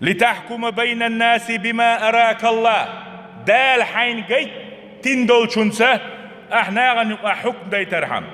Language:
Chechen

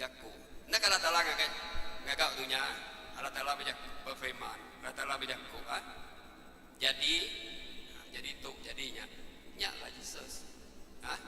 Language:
Iban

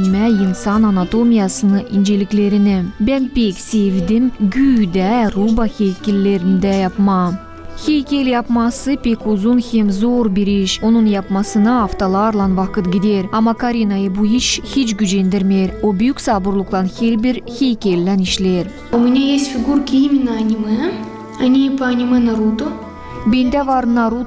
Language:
Gagauz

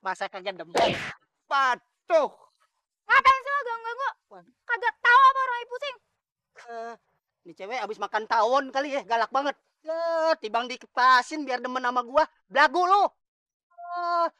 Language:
Betawi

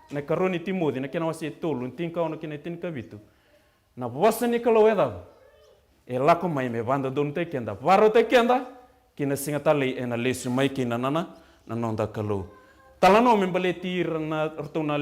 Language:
Fijian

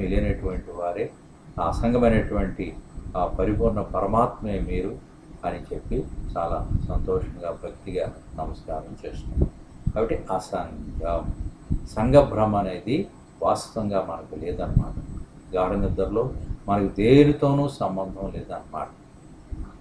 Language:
Telugu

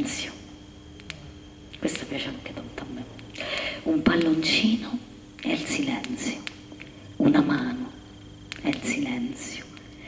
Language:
Italian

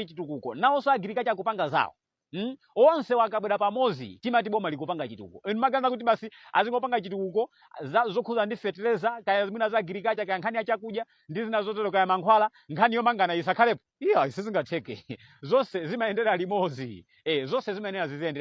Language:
Nyanja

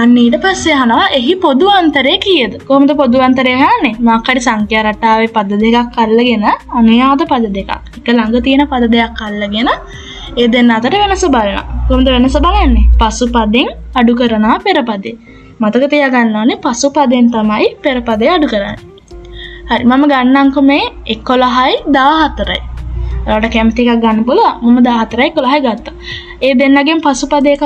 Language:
Sinhala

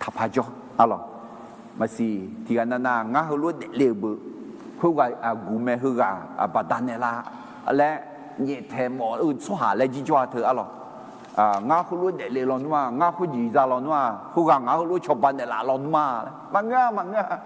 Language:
Akha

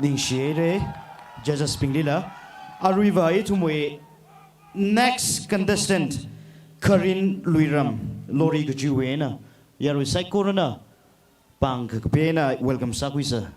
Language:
Tangkhul Naga (India)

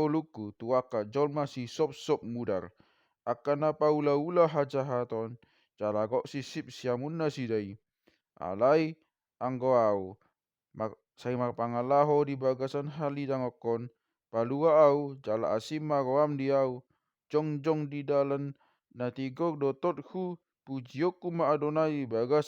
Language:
Batak Toba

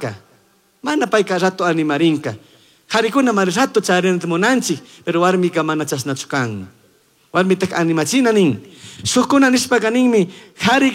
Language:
Chimborazo Highland Quichua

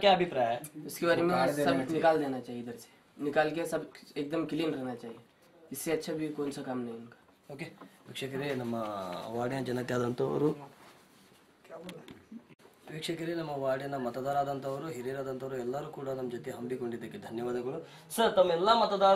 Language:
Kannada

